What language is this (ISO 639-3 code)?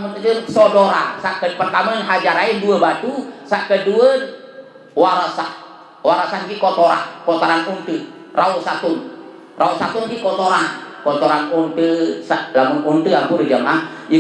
sas